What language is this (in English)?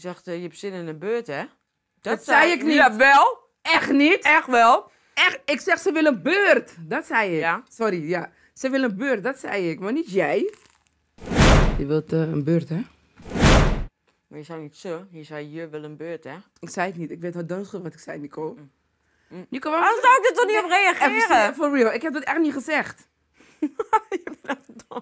Dutch